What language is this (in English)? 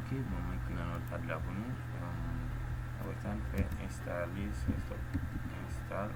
Haitian Creole